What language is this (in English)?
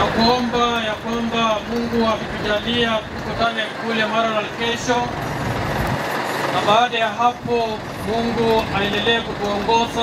Swahili